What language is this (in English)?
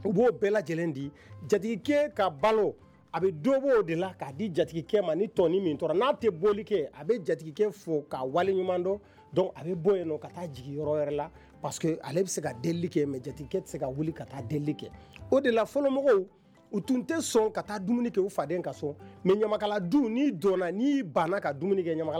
Bambara